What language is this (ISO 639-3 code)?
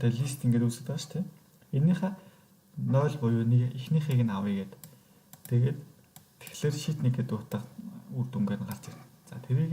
mon